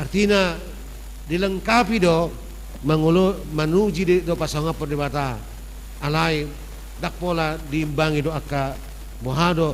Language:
Batak Toba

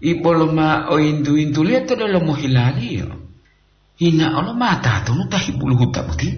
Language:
Gorontalo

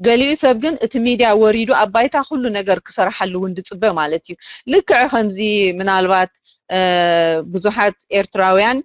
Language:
Tigrinya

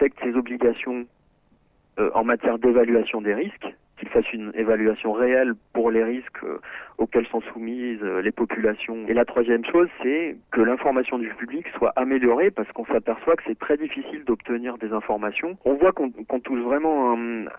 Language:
French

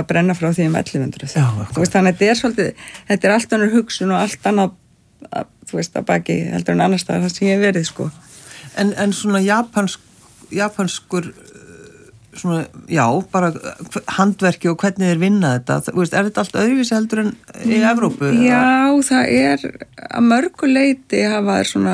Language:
Icelandic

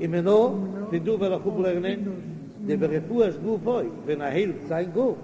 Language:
Yiddish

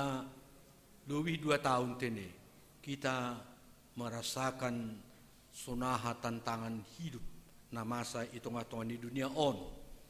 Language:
Batak Simalungun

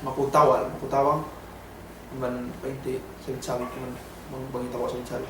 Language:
Yakan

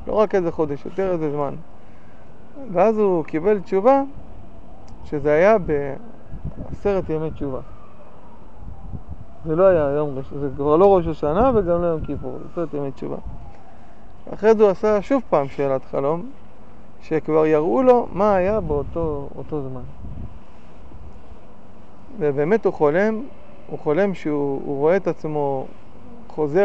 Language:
Hebrew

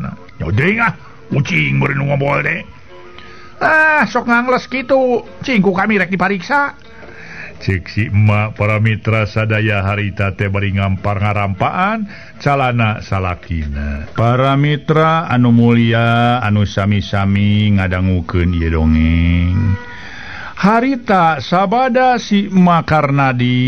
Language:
Sundanese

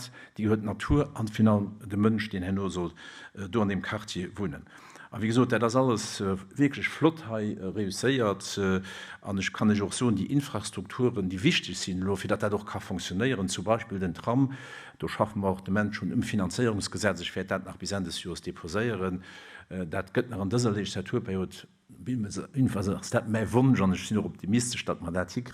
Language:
Luxembourgish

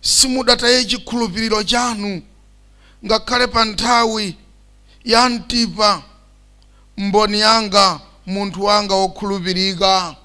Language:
Nyanja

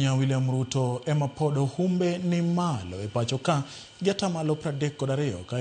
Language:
Luo (Kenya and Tanzania)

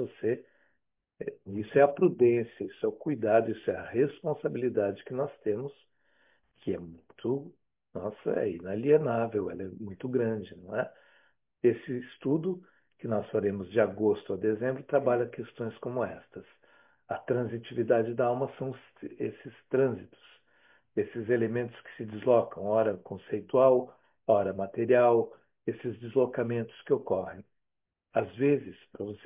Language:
Portuguese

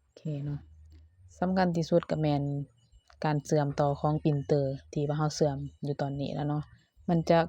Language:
Lao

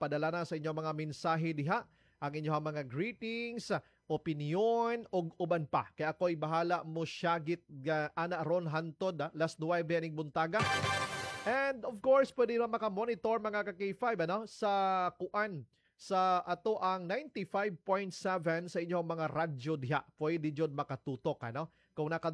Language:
Cebuano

